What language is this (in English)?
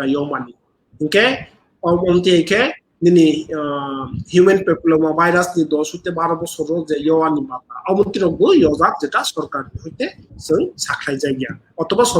Kok Borok